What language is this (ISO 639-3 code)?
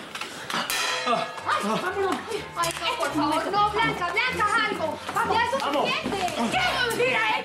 spa